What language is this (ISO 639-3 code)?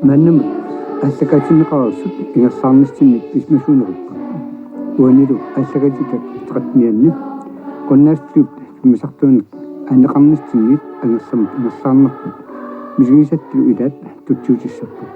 kal